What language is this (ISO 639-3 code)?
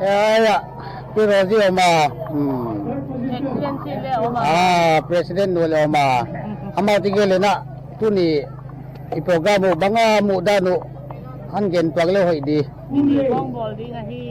pck